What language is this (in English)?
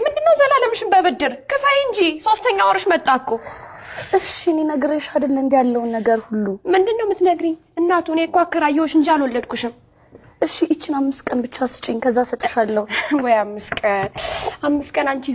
Amharic